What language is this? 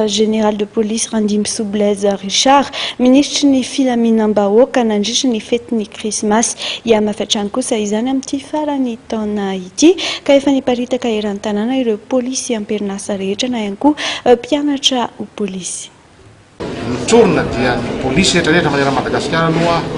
Malagasy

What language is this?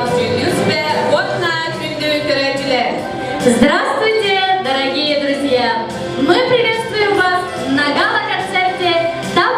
Yakut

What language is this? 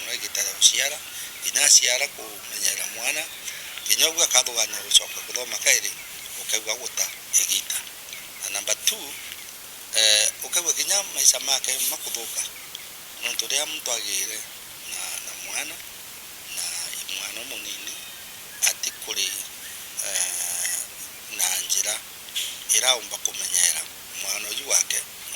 Meru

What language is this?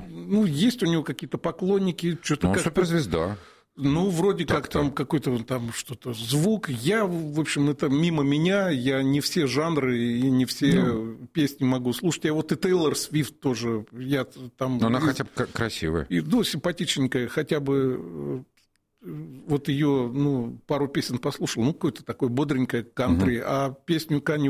Russian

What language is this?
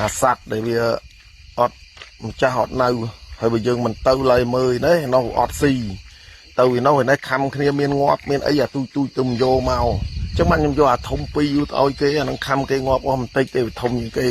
Khmer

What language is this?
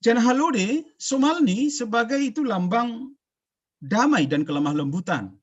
Batak Simalungun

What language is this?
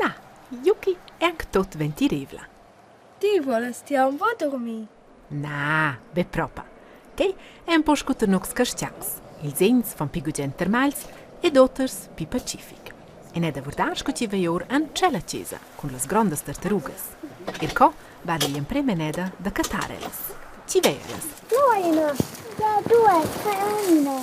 Romansh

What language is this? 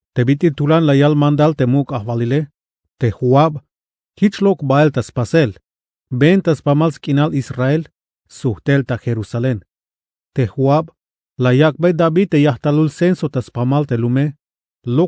Tzeltal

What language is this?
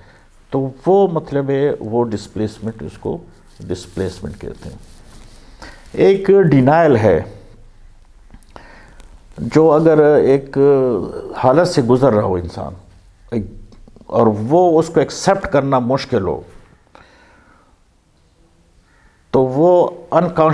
Urdu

